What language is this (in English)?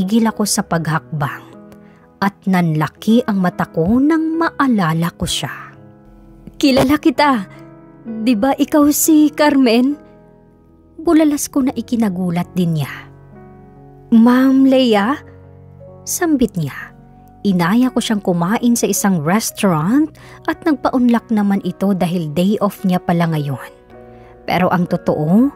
Filipino